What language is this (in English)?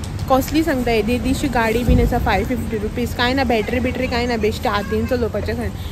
Konkani